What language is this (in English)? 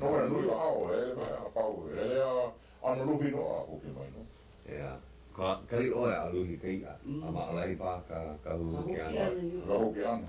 Hawaiian